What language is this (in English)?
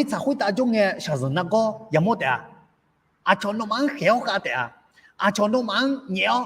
Akha